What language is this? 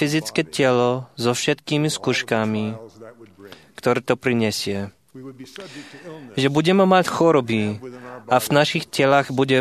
Slovak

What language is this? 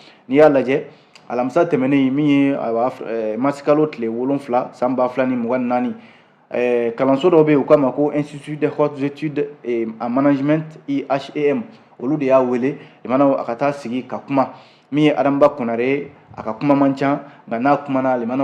Bambara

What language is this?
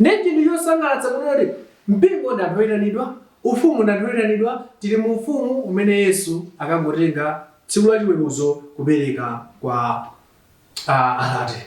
Nyanja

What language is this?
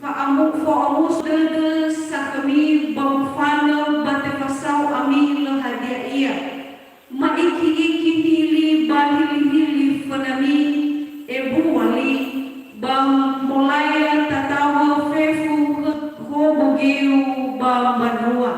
Nias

